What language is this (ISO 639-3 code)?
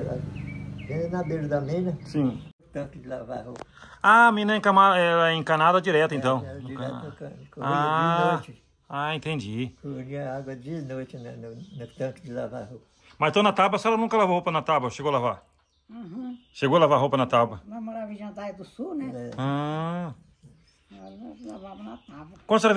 por